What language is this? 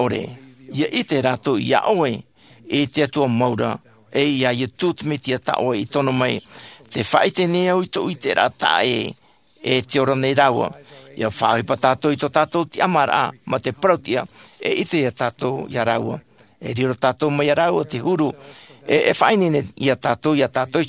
Tahitian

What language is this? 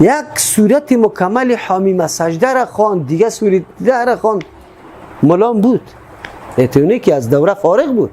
Persian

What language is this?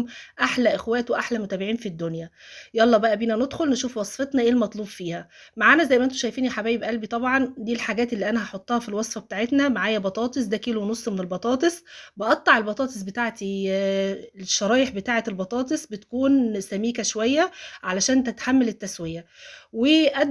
Egyptian Arabic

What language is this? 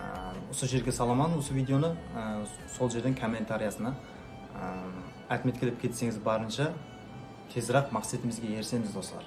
Kara-Kalpak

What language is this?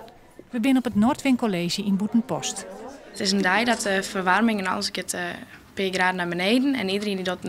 Western Frisian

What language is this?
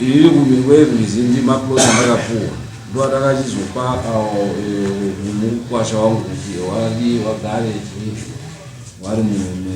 Shona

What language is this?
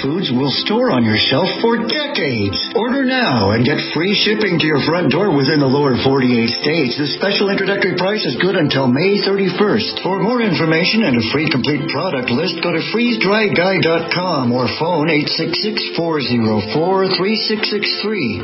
English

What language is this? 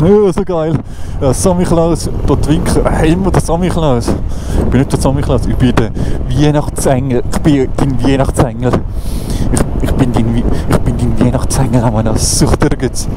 Swiss German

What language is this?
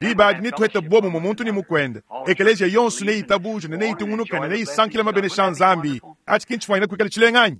Luba-Lulua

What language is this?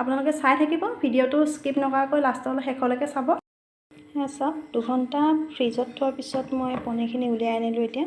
Assamese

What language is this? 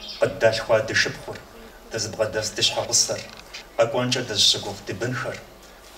Kabardian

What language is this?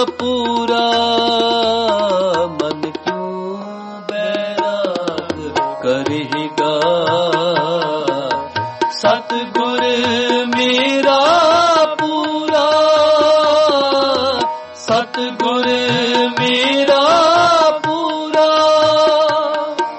Punjabi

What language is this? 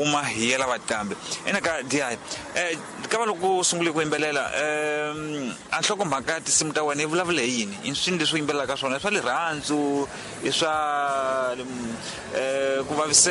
Tsonga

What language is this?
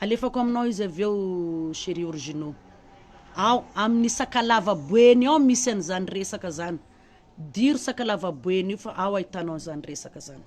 Malagasy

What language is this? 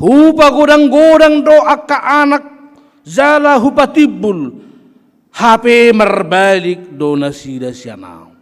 Batak Toba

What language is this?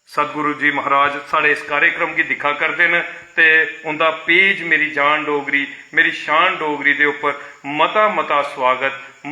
Dogri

